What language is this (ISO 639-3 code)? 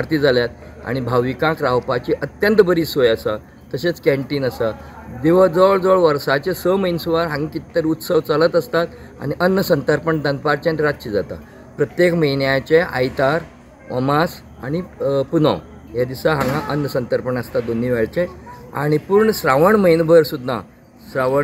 kok